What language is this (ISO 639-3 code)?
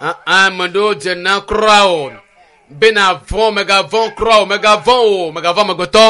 ewe